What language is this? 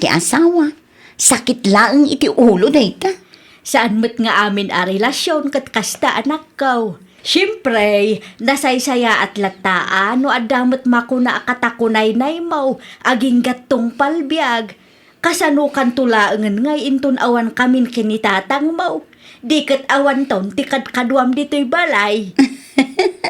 Iloko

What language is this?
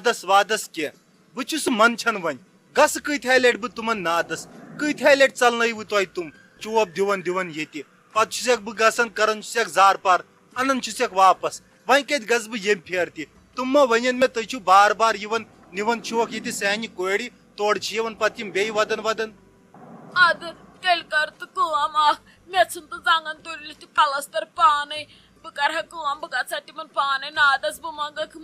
Kashmiri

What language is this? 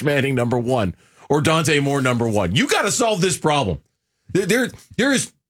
English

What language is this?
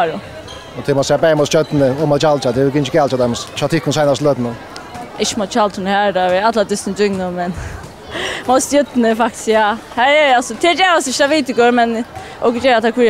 Faroese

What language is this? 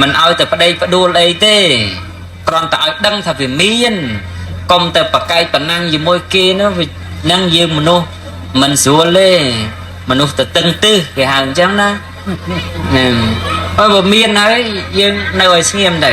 Khmer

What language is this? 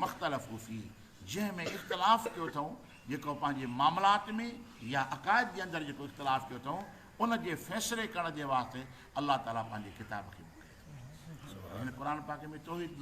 Sindhi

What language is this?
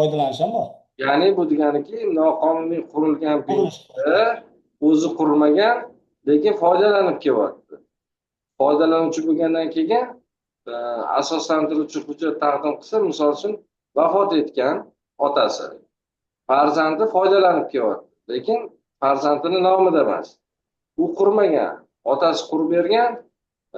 Uzbek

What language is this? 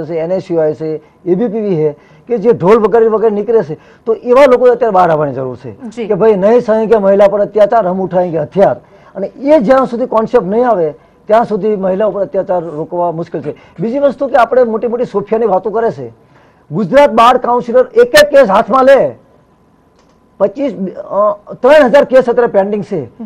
Gujarati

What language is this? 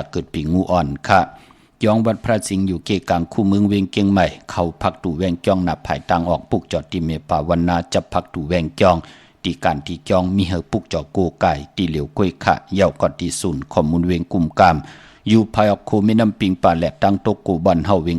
Shan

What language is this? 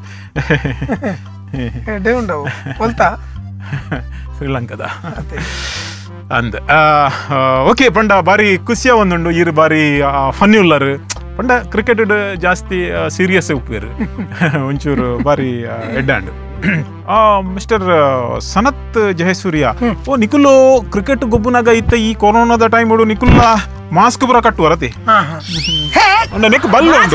Tulu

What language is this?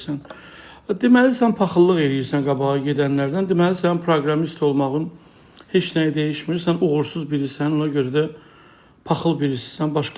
Azerbaijani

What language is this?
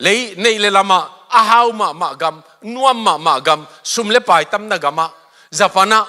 Tedim Chin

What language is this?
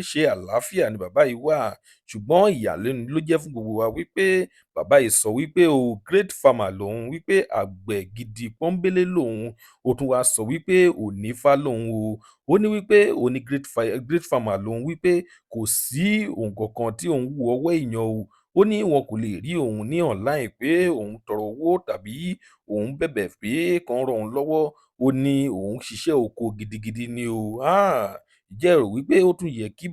Yoruba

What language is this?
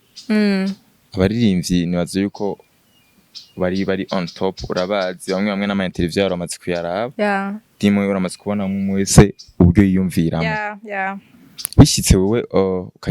Rundi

